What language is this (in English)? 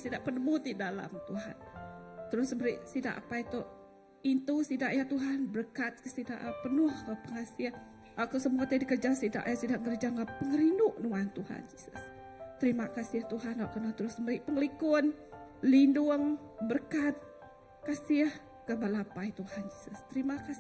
Iban